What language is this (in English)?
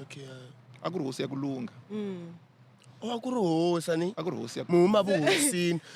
Tsonga